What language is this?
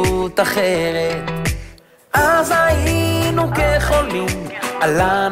Hebrew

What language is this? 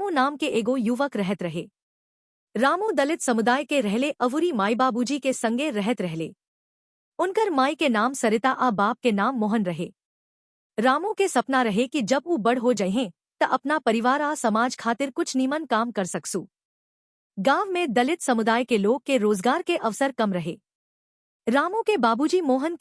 Bhojpuri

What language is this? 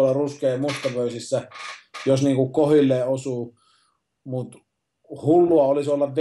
Finnish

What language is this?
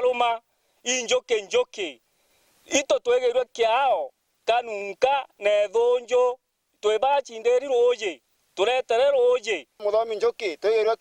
Meru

